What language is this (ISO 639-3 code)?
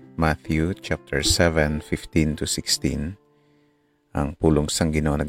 hil